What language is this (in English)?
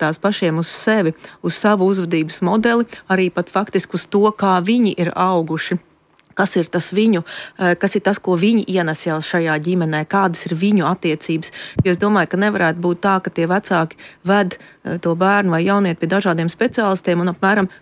Latvian